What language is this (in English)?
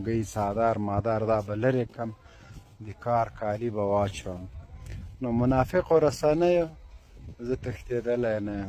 Pashto